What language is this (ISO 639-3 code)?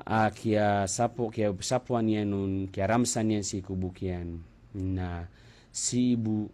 mrw